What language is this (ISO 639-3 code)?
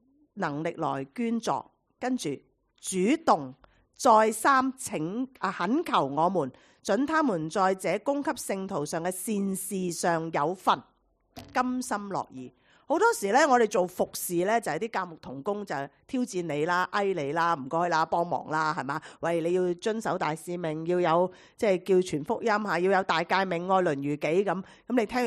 yue